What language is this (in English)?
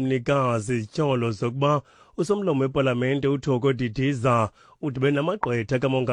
Xhosa